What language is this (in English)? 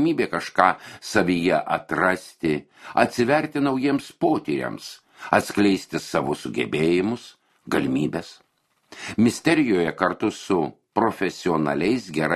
Lithuanian